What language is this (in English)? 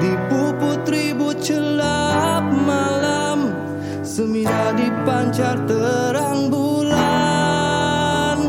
Iban